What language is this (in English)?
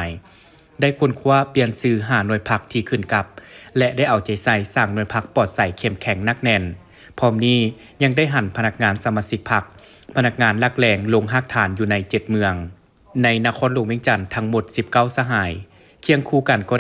Lao